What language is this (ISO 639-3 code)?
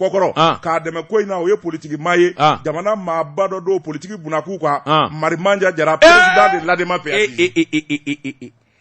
bam